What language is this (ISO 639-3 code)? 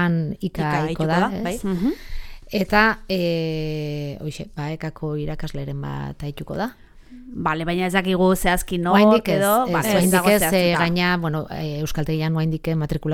eus